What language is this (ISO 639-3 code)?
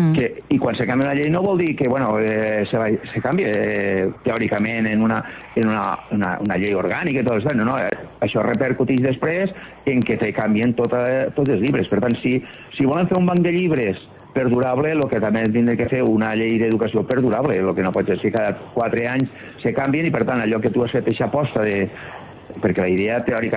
cat